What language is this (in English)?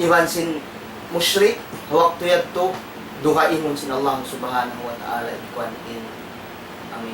Tausug